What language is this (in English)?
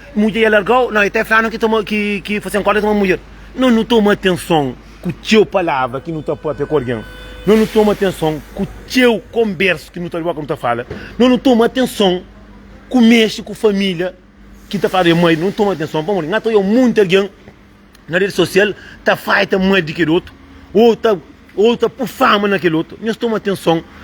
Kabuverdianu